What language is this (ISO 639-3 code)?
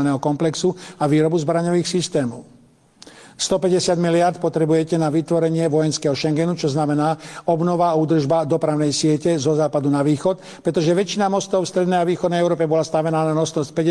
slk